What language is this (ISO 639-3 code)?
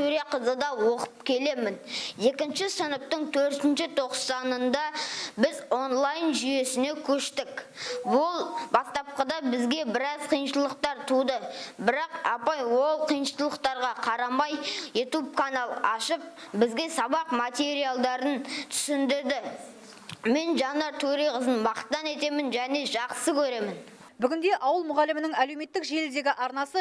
kaz